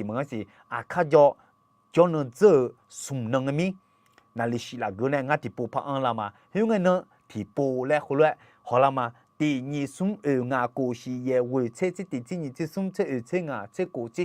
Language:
Akha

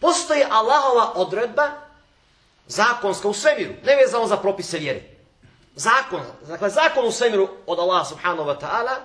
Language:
Bosnian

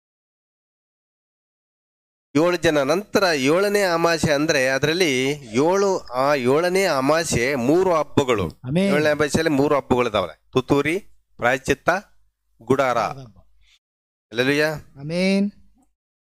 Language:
Kannada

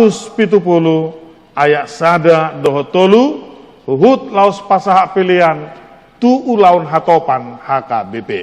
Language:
Batak Toba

